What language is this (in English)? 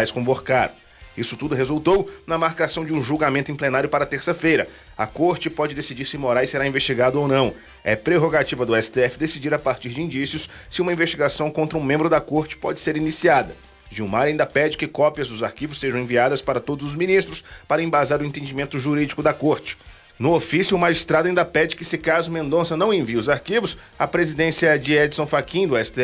Portuguese